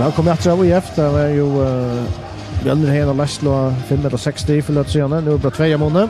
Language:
Faroese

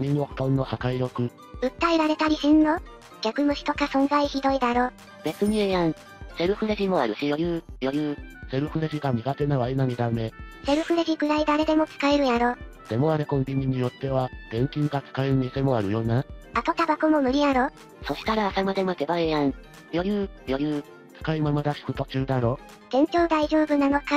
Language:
Japanese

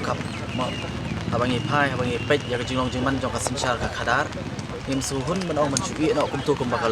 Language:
Khasi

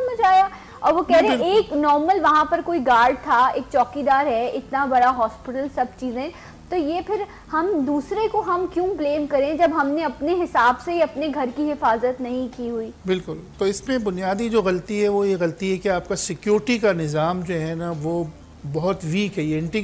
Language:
Urdu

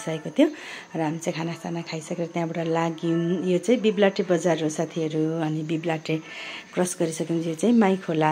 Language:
Nepali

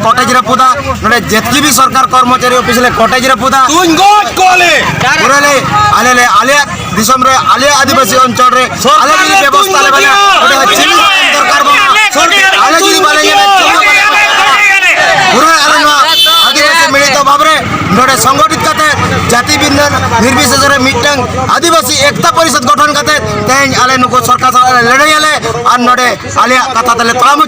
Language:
Santali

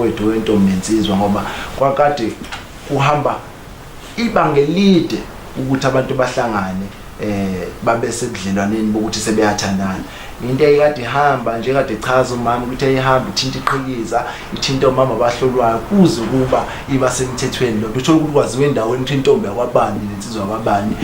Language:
Zulu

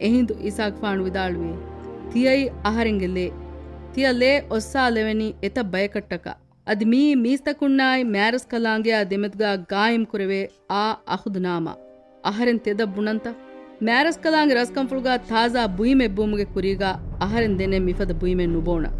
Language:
Divehi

